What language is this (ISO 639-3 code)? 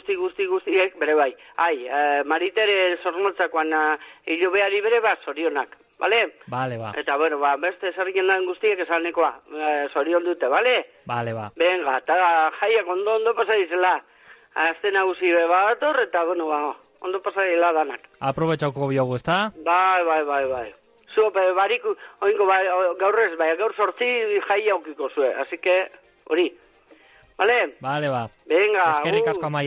eus